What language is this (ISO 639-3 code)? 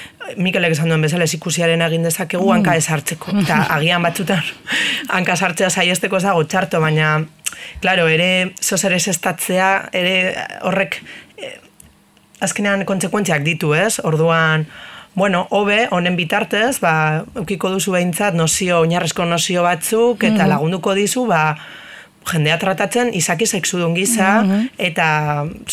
eus